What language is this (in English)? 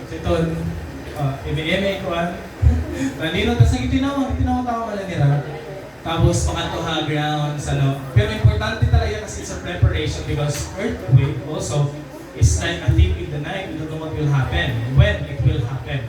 Waray